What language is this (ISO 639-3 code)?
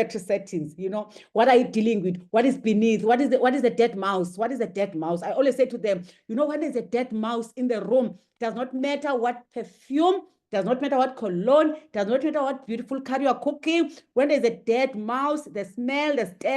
eng